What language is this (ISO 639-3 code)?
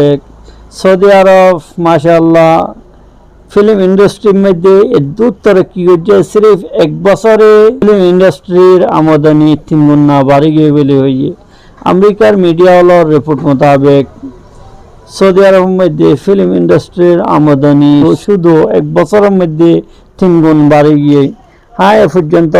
rhg